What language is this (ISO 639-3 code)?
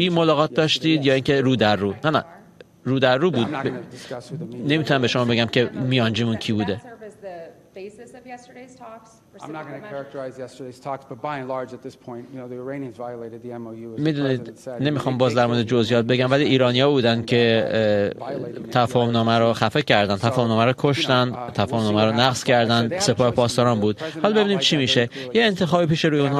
fas